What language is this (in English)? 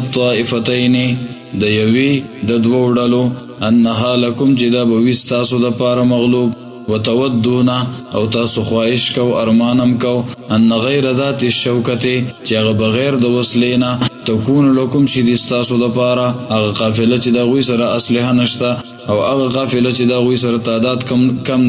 Pashto